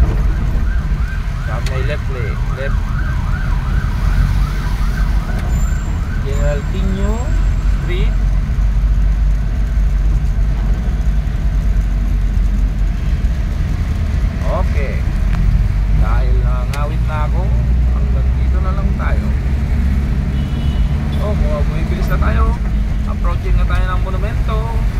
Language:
Filipino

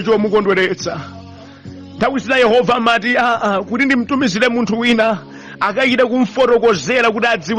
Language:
Nyanja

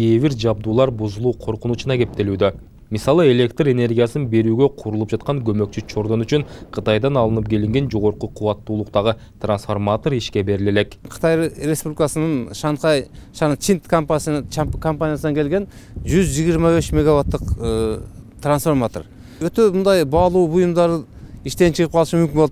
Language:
Kyrgyz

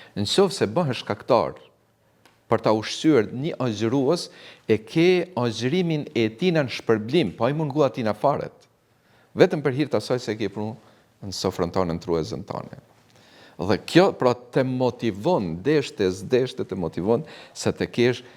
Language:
Albanian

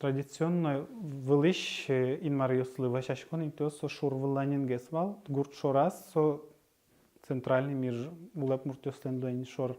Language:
Udmurt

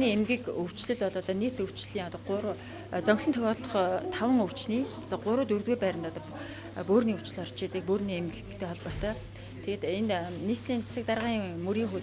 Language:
Mongolian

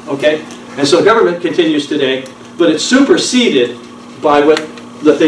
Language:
English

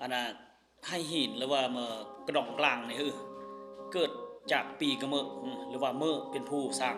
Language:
Lao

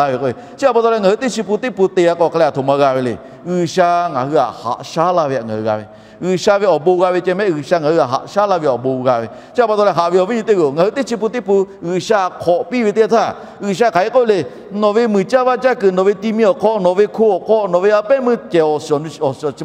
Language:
Lahu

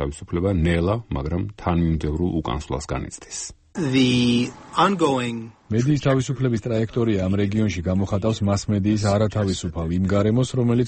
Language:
Georgian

